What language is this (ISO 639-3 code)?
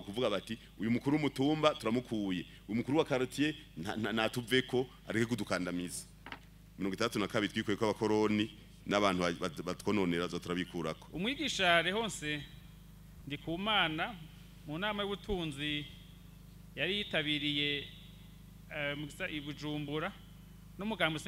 run